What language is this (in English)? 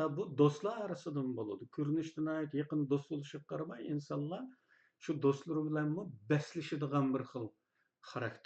Uyghur